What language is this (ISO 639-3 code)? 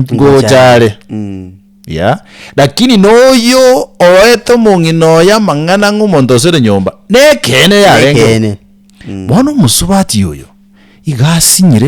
guz